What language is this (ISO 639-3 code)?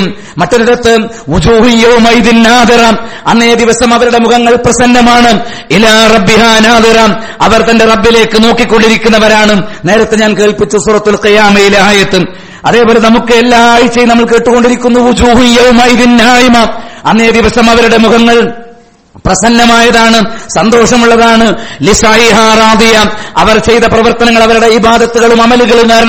mal